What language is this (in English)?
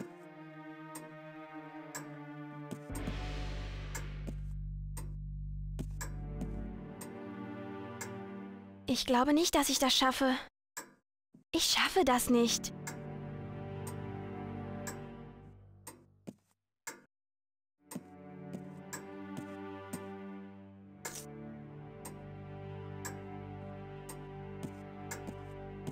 German